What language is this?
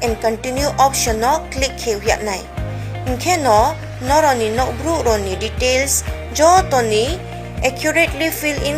Riang (India)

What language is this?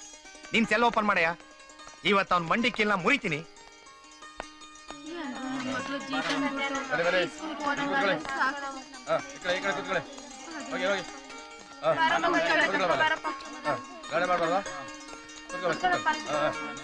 Kannada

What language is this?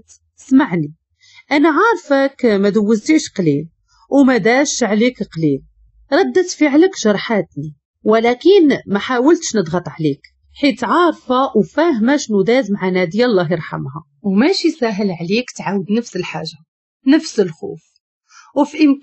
Moroccan Arabic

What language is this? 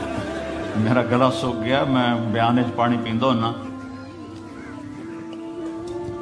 Urdu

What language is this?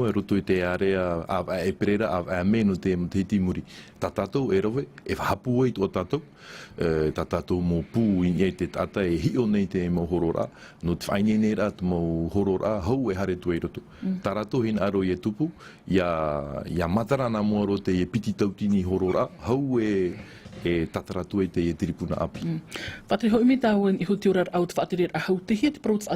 Tahitian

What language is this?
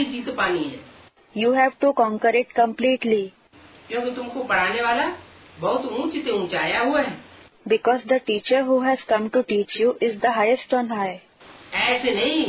Hindi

